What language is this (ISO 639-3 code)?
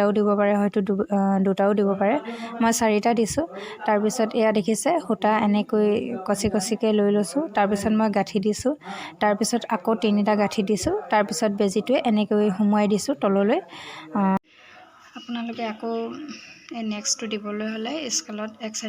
asm